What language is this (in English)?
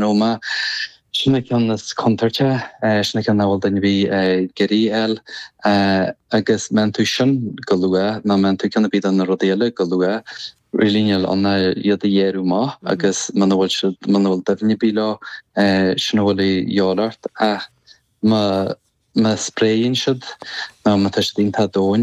Irish